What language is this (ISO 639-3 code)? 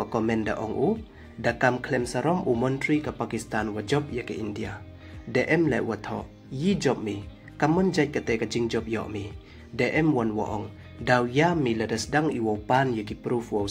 pbv